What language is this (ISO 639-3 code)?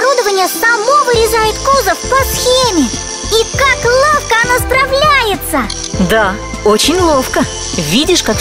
rus